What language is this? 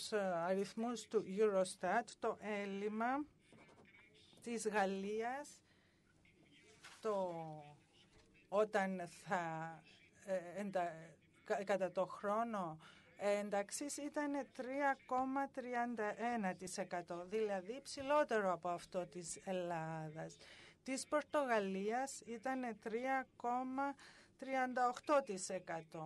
Greek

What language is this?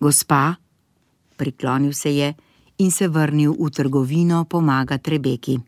Slovenian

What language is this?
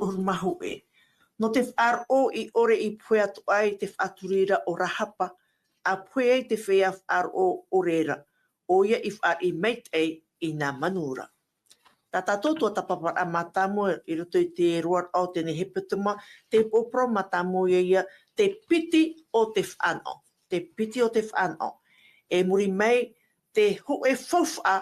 Tahitian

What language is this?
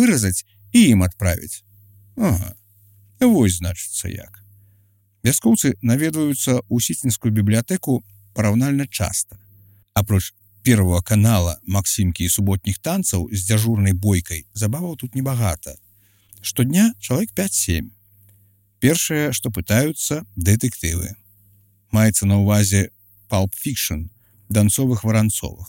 Belarusian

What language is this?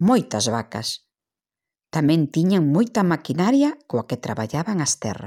Galician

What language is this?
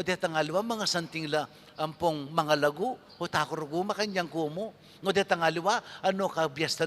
Pampanga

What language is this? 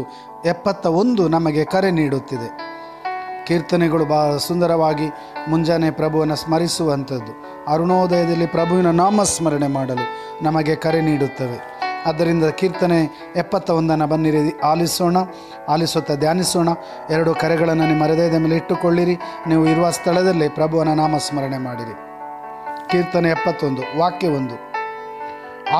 Kannada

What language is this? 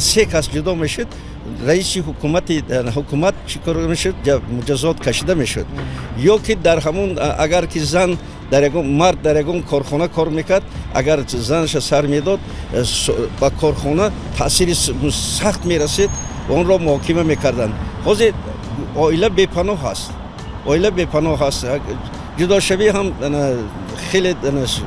Tajik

